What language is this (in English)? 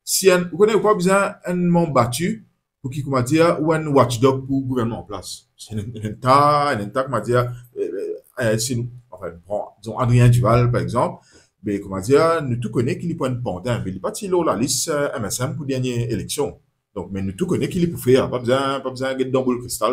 Morisyen